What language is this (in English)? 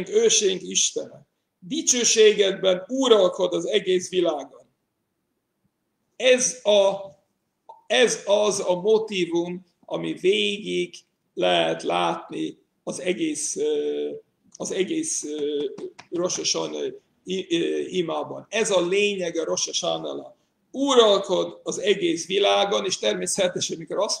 Hungarian